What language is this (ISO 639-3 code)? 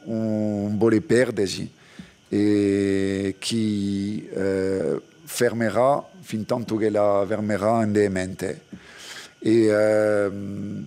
cos